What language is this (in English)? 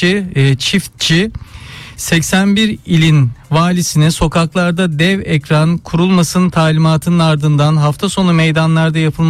Turkish